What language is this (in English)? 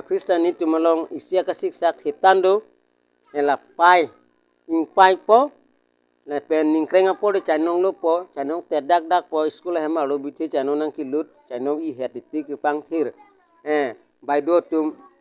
Karbi